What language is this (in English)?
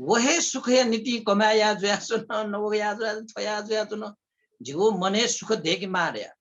Newari